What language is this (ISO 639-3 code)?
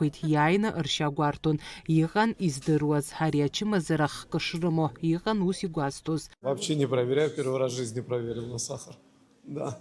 abk